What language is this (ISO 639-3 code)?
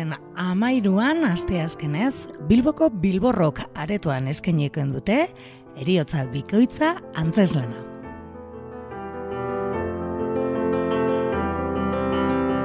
eus